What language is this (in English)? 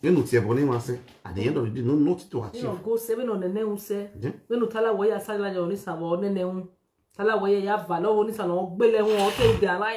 Nigerian Pidgin